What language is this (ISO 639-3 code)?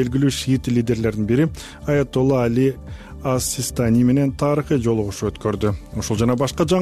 kir